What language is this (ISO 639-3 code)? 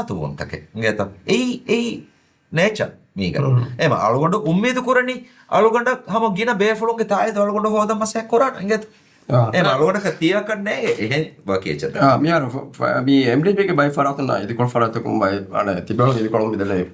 div